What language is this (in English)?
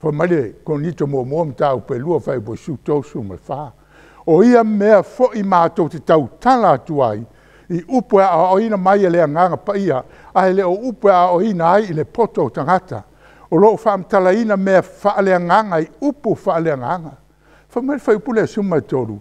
Samoan